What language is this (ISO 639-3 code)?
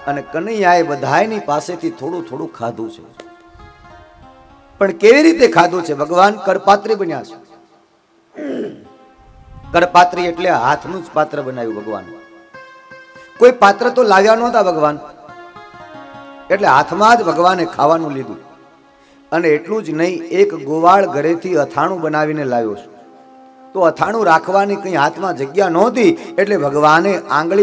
guj